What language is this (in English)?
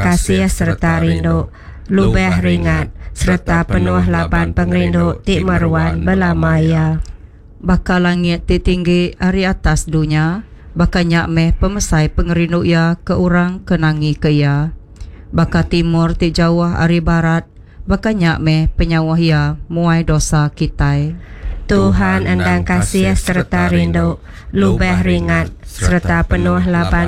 Iban